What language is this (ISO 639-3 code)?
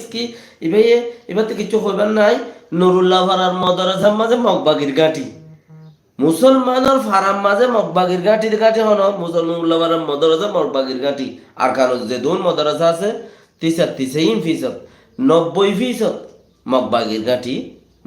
rhg